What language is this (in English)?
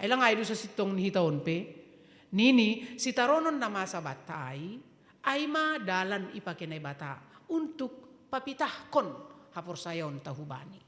Batak Simalungun